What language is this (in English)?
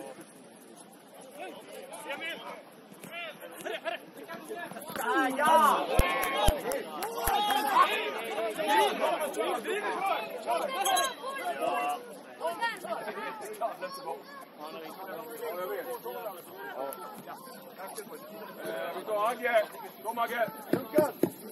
Swedish